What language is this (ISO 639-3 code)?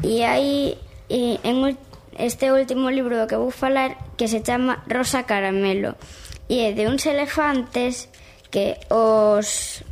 glg